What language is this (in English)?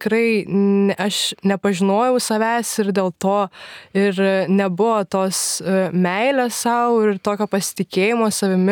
Lithuanian